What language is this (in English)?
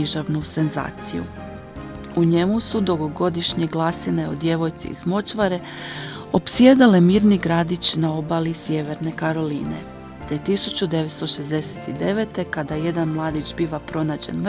Croatian